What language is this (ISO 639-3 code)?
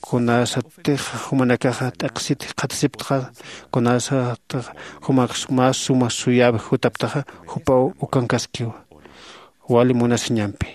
aym